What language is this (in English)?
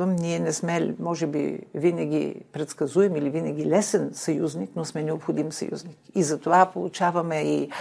Bulgarian